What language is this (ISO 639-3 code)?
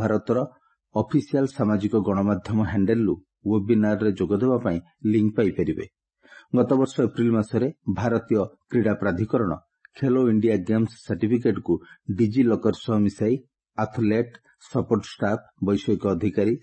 ori